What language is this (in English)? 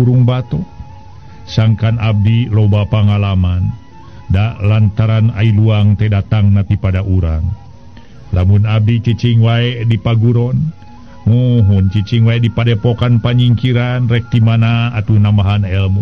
Sundanese